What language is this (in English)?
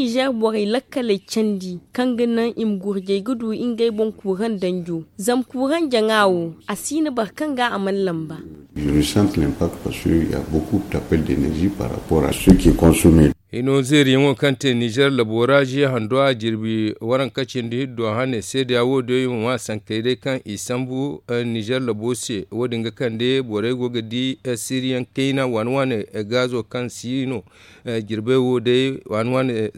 Zarma